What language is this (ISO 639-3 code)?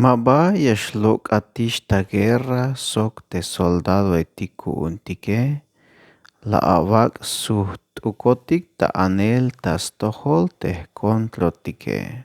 tzh